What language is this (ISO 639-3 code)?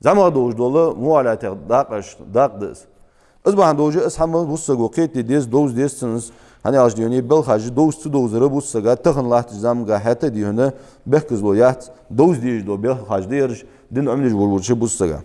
inh